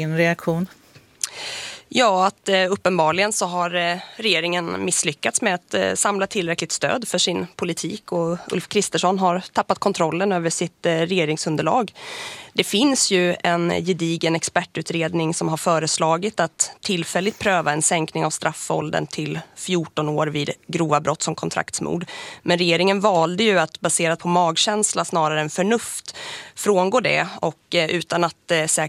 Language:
Swedish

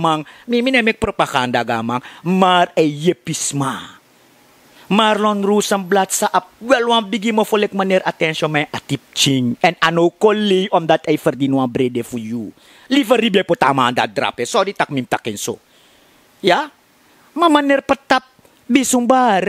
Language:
Sranan Tongo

